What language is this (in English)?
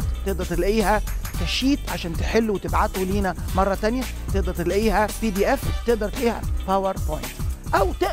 Egyptian Arabic